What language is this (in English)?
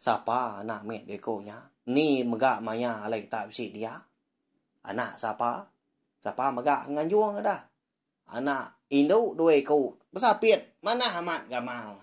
Iban